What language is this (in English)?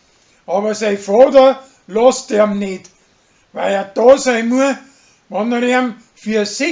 Bavarian